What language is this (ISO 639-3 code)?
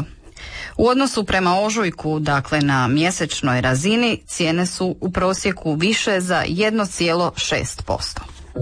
hrv